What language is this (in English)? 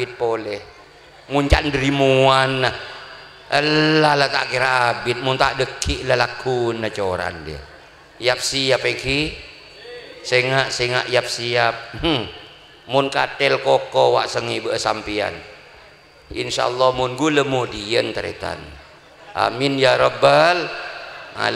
Madurese